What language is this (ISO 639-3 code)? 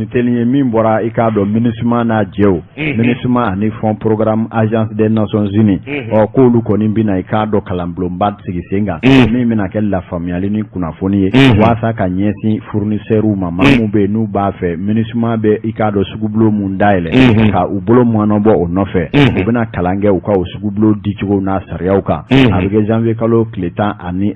bam